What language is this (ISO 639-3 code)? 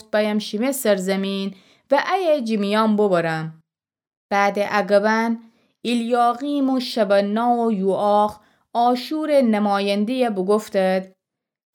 glk